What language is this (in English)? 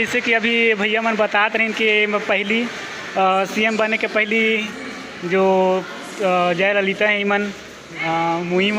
Chhattisgarhi